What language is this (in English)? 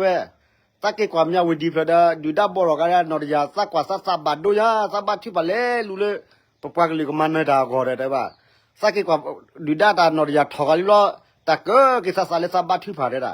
S'gaw Karen